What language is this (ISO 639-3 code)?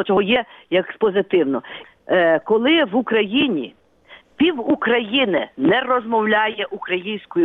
ukr